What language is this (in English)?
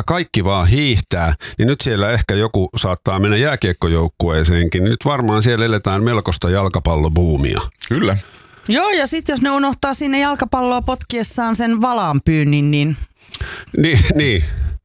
Finnish